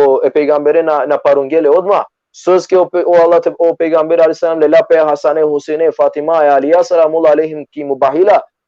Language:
Balkan Romani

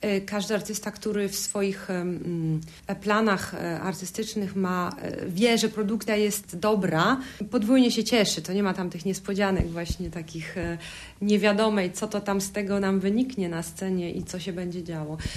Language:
Polish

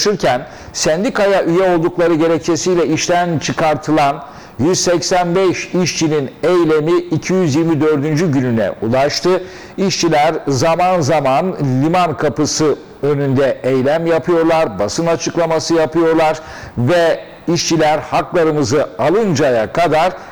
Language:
Turkish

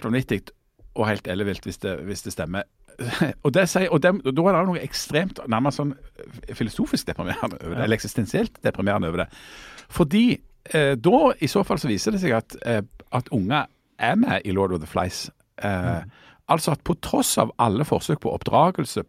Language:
Norwegian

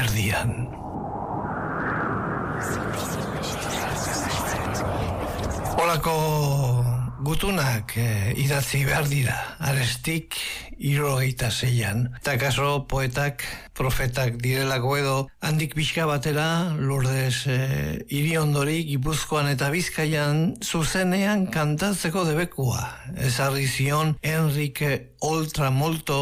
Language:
Basque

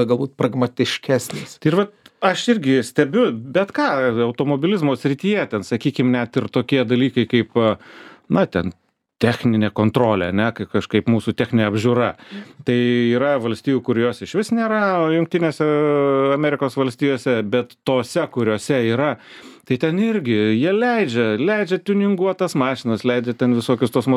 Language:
Lithuanian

